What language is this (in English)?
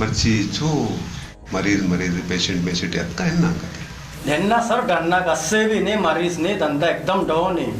Baluchi